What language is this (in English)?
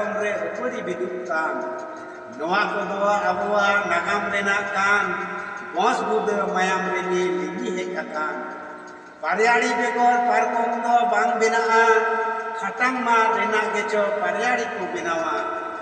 Santali